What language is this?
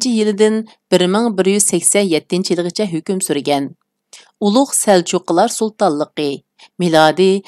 Uyghur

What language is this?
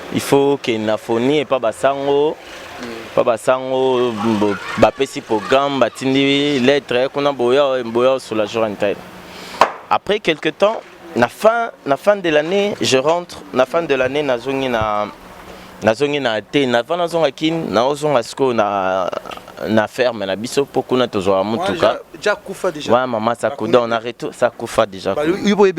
Lingala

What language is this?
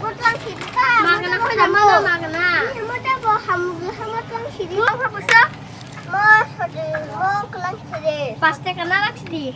Kok Borok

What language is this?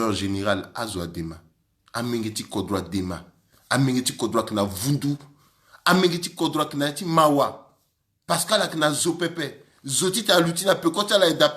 Sango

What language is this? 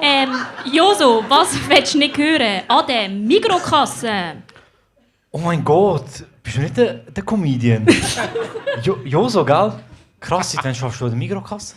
Swiss German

